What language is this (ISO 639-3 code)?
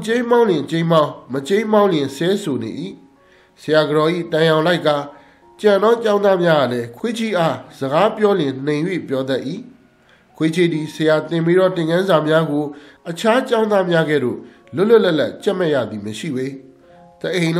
mya